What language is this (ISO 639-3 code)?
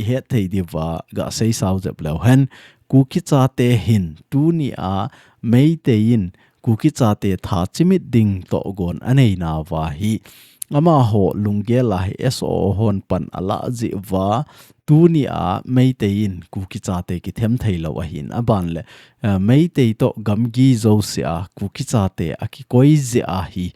tcz